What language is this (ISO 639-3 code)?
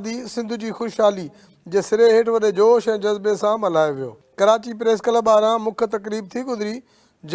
snd